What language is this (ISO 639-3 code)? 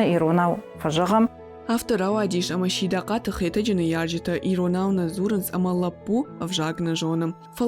oss